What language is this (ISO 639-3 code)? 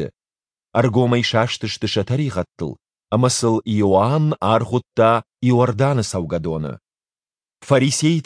oss